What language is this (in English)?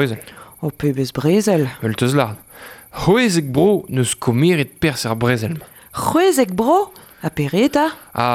Breton